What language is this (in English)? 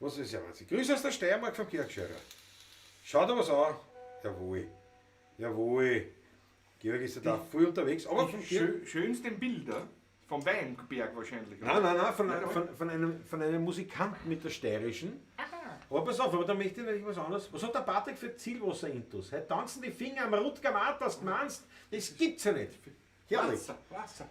Bavarian